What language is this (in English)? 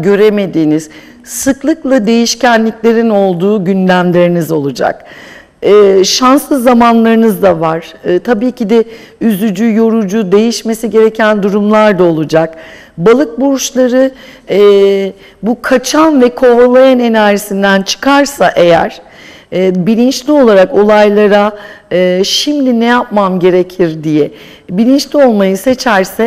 Turkish